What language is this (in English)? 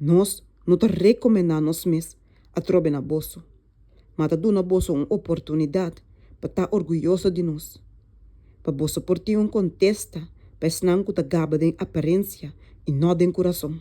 Papiamento